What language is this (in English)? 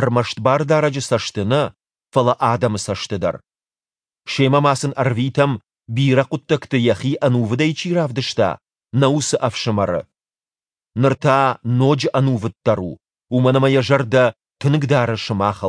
Ossetic